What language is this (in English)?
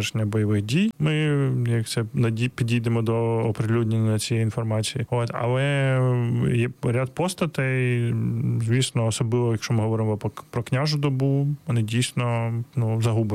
Ukrainian